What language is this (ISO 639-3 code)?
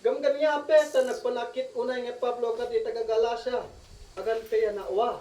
isd